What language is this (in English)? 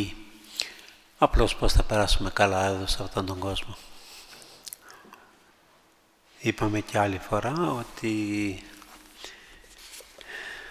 Greek